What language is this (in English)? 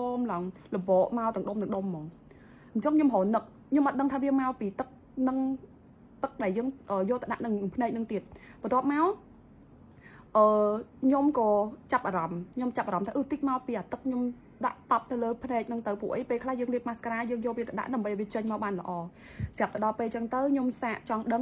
Khmer